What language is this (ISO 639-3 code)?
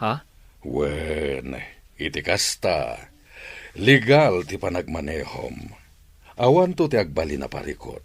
ilo